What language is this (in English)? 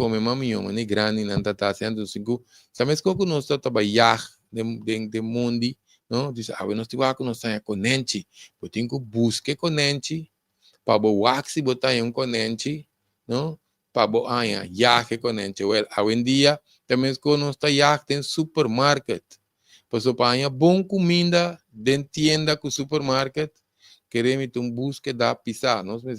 Papiamento